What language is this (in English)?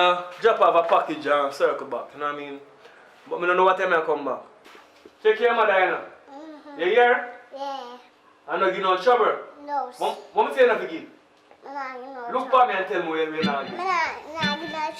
Jamaican Creole English